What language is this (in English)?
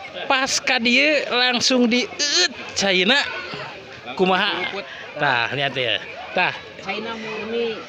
Sundanese